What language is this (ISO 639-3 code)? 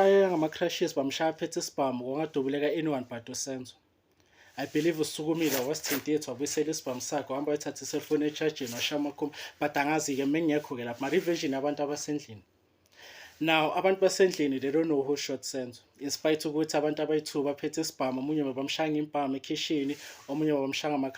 zul